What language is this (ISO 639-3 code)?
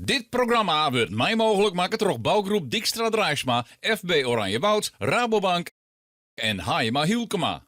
fry